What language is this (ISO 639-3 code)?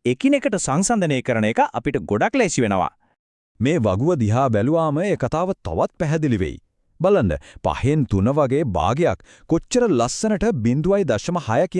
sin